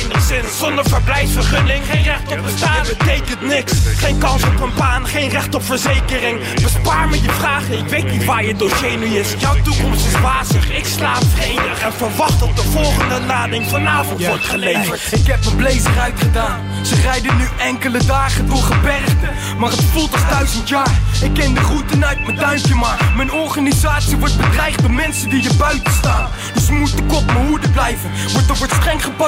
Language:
Dutch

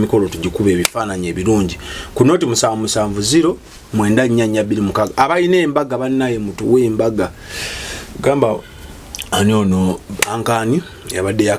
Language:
Ganda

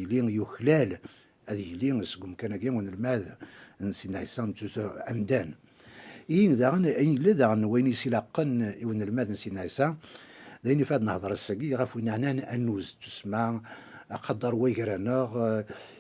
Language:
Kabyle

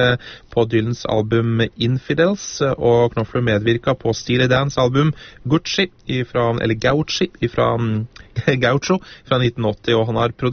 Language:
Norwegian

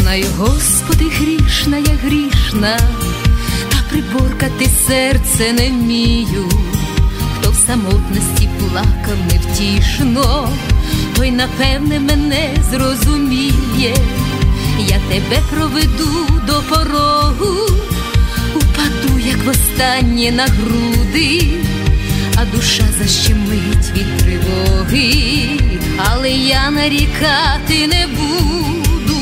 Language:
Ukrainian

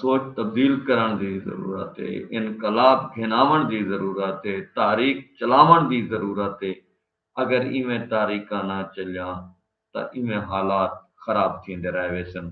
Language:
Saraiki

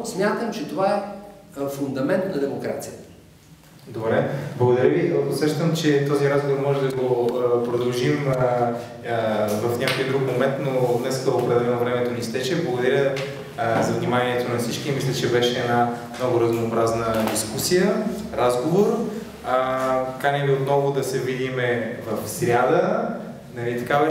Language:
Bulgarian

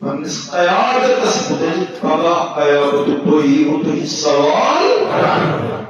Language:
Kashmiri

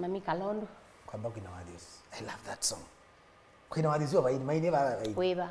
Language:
Kamba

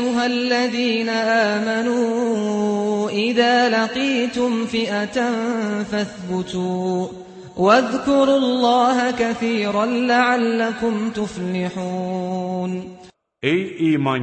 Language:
Azerbaijani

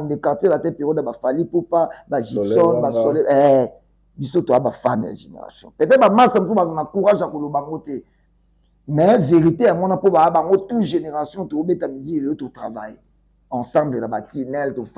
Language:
Lingala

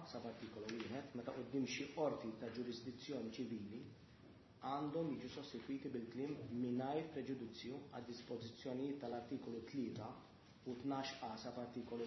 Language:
Maltese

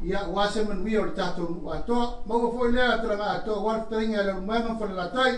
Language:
Samoan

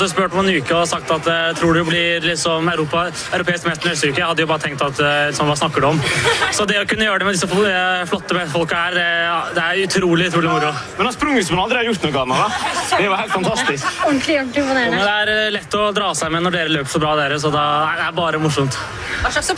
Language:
Norwegian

